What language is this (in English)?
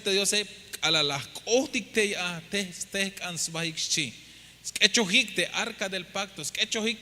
Tzeltal